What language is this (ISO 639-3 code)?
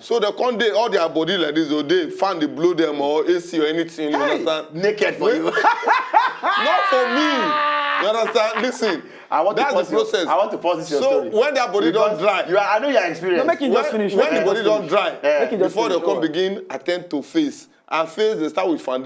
pcm